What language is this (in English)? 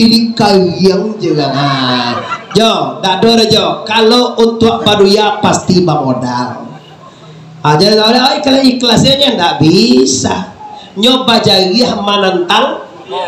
Minangkabau